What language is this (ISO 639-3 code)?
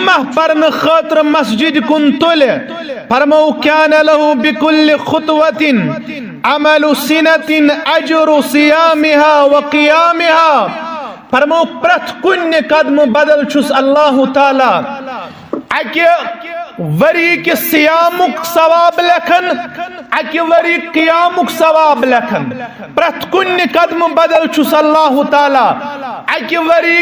kas